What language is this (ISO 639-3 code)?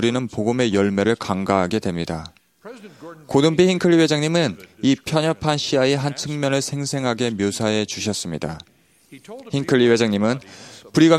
kor